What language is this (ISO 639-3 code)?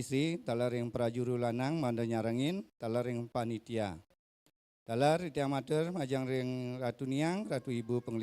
ban